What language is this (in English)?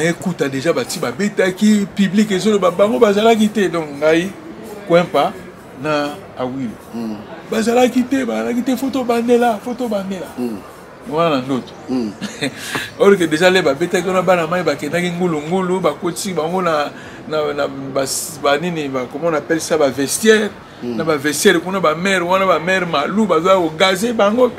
Lingala